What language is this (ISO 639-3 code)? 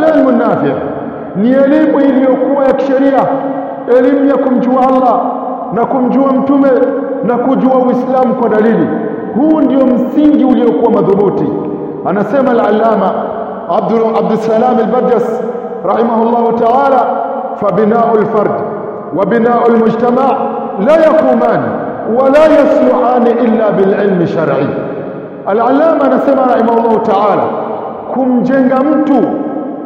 swa